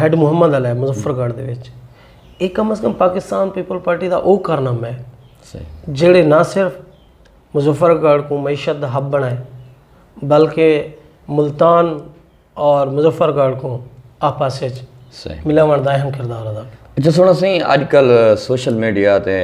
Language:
Saraiki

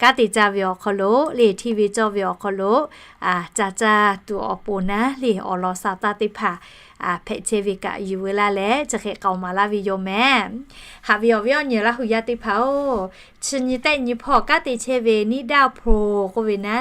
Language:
Lahu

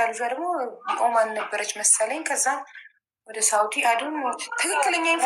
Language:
Amharic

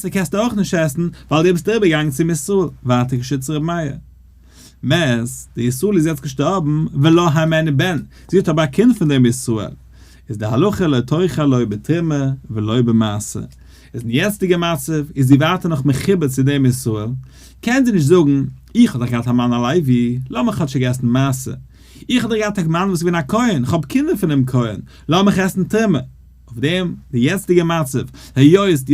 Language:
Yiddish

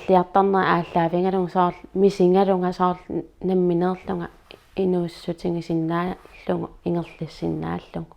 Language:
Kalaallisut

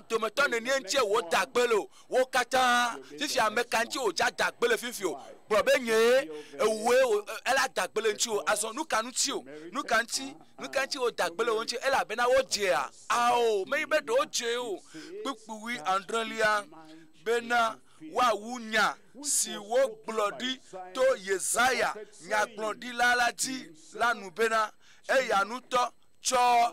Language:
Ewe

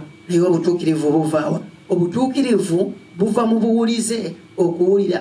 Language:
Ganda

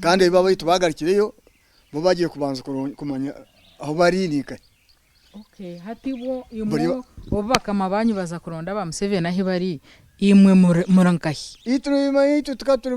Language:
Nyankole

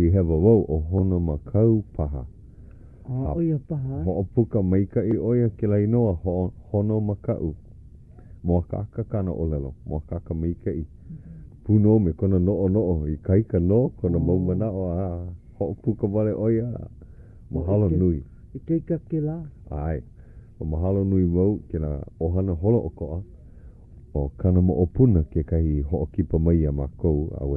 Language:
Hawaiian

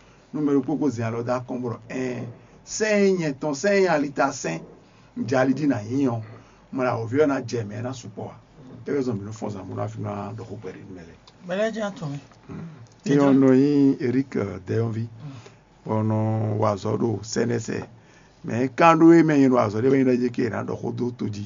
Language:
Fon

